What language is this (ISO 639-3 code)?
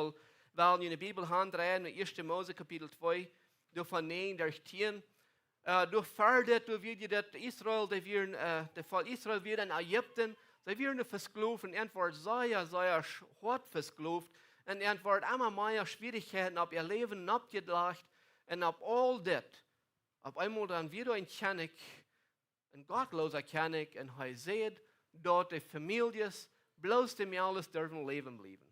pdt